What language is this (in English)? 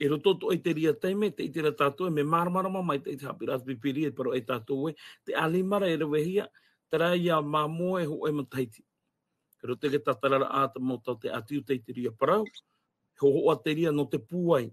Tahitian